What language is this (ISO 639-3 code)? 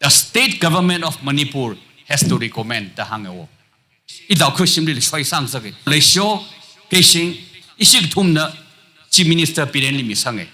nmf